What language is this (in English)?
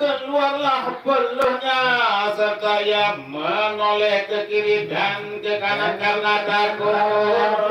Sasak